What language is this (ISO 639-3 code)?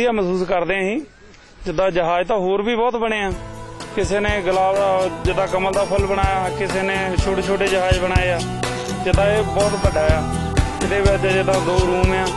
pan